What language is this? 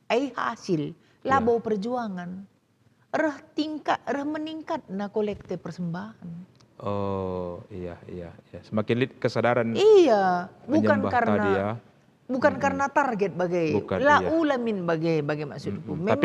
Batak Karo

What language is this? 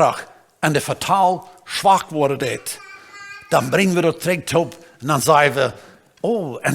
Plautdietsch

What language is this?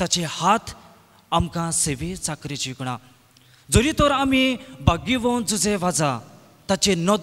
Konkani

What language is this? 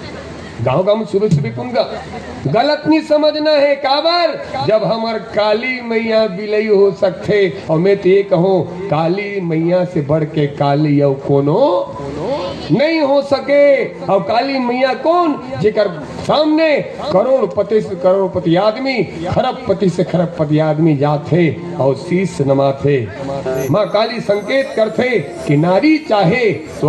Chhattisgarhi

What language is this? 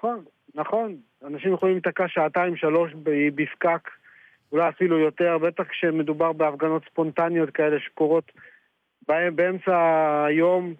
Hebrew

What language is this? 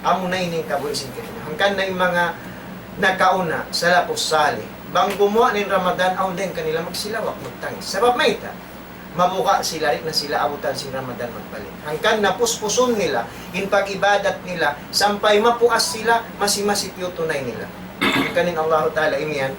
Tausug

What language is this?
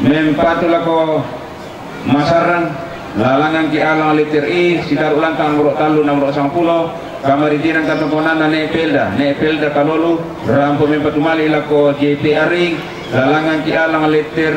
Toraja-Sa'dan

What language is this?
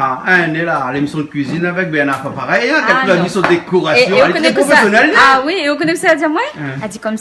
Réunion Creole French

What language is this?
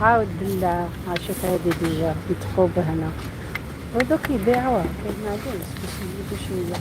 Algerian Arabic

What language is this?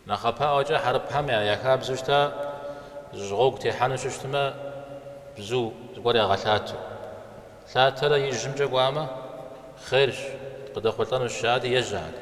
Kabardian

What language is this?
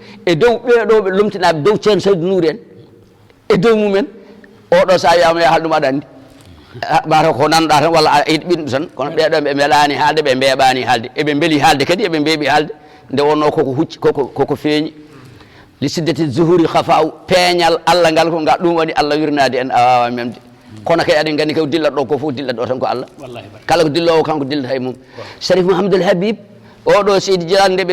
Fula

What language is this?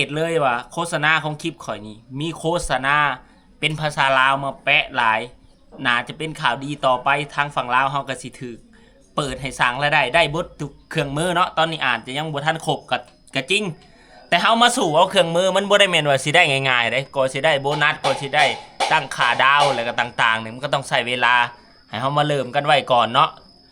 Lao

